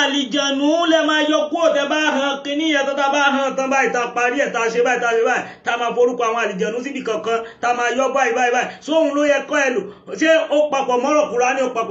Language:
Yoruba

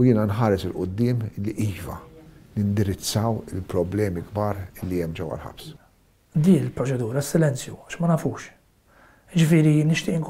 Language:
Maltese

